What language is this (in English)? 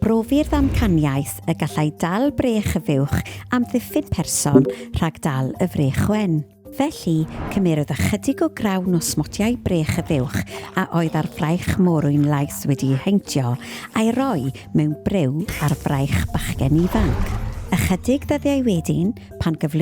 Welsh